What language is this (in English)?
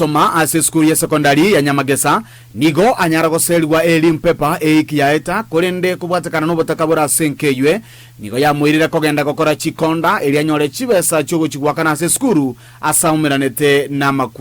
Gusii